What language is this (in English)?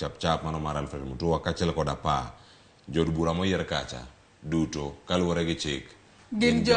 Luo (Kenya and Tanzania)